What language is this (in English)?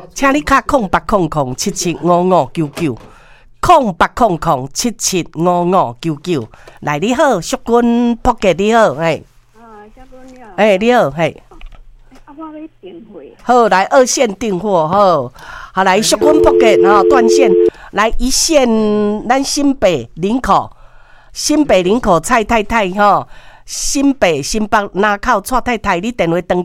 Min Nan Chinese